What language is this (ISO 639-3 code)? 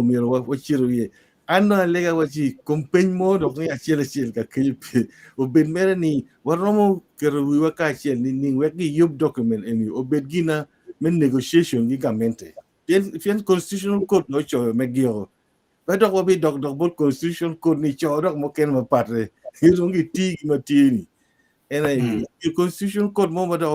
ach